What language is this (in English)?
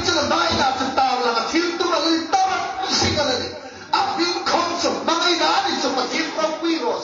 Hmar